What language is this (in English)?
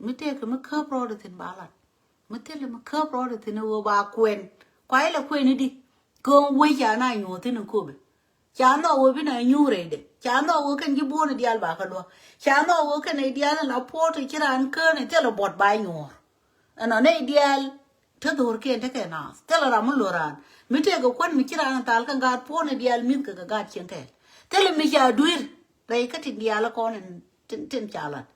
Nuer